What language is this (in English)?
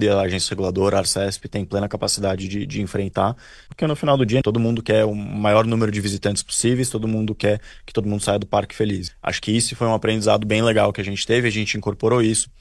Portuguese